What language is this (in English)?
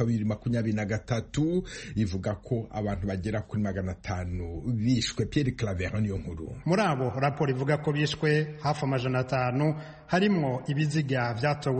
Kinyarwanda